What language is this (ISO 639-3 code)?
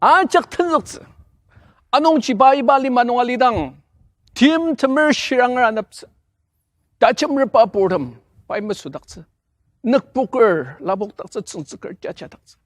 njo